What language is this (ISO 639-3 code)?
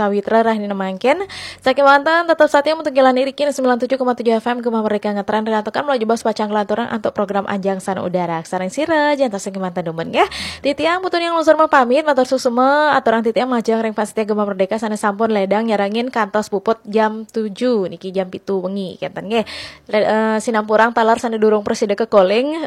ban